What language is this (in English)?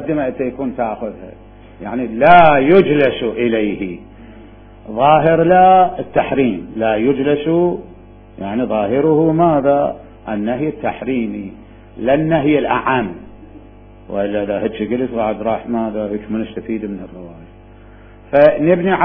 Mesopotamian Arabic